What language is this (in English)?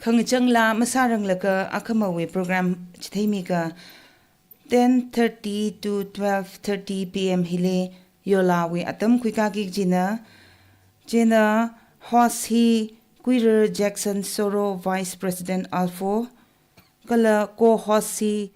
Tangkhul Naga (India)